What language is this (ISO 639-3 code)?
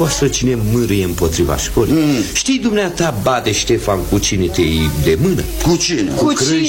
ron